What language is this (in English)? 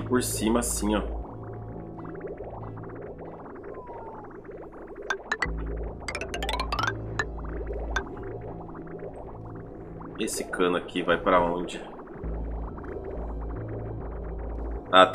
Portuguese